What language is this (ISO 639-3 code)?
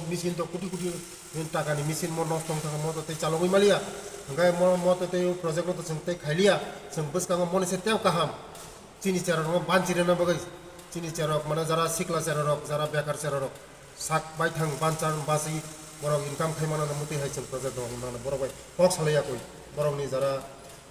trp